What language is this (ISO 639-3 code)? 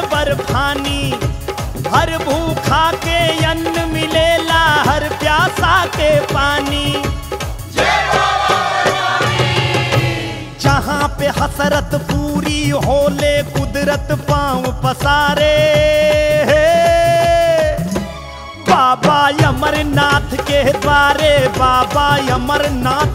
bho